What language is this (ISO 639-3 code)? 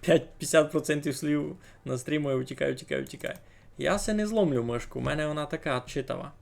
rue